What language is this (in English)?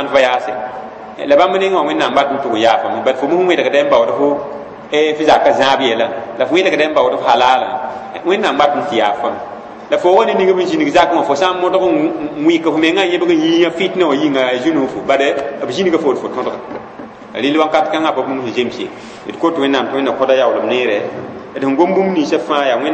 Mossi